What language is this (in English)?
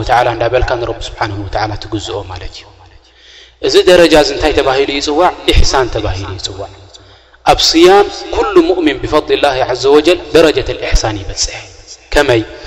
Tigrinya